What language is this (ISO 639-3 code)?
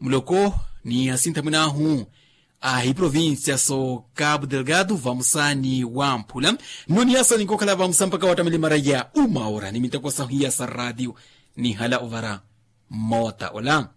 vmw